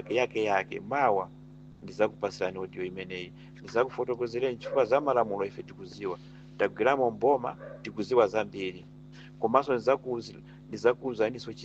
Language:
Nyanja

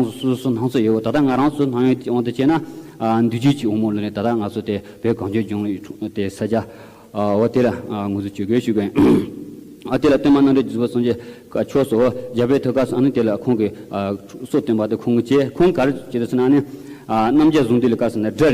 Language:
Tibetan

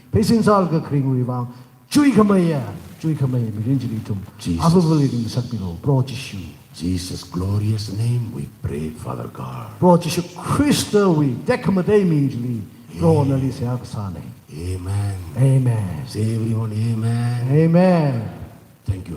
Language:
Tangkhul Naga (India)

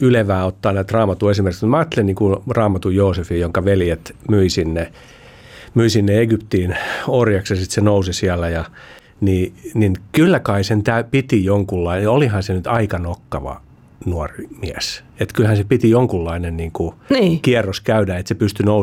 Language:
Finnish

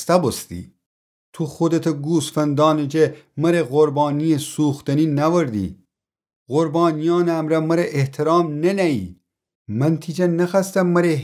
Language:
Gilaki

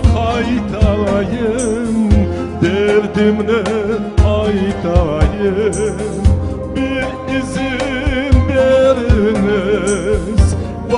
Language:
Crimean Tatar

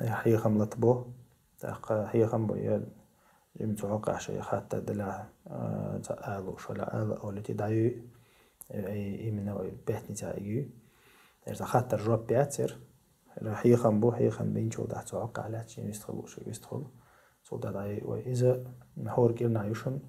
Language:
Chechen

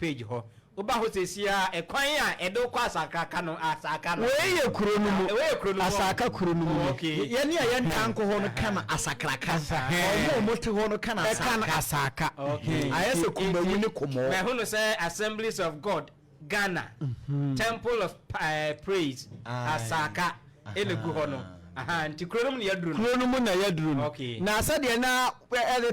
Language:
Akan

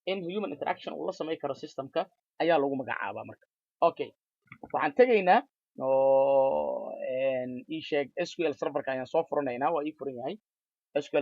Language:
Somali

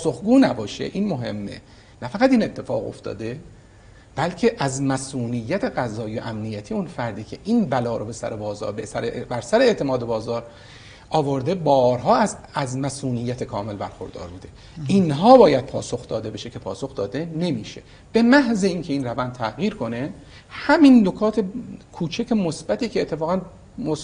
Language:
Persian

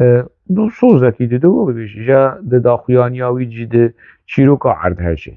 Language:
Kurdish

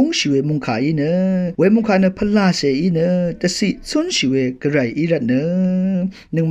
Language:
Rawang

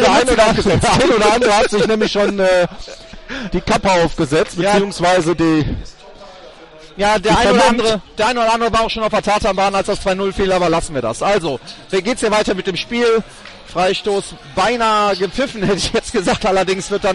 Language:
German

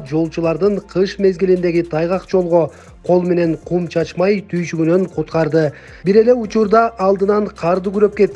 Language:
Kyrgyz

